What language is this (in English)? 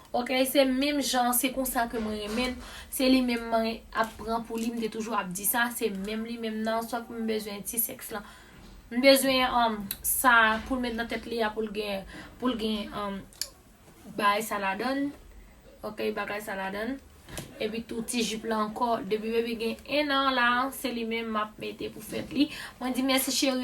Haitian Creole